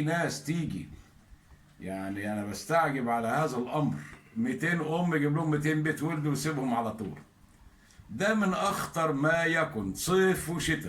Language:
Egyptian Arabic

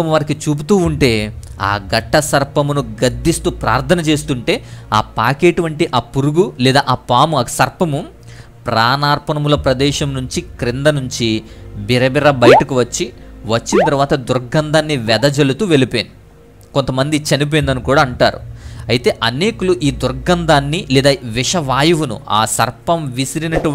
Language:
Telugu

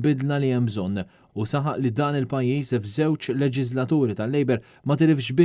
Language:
Maltese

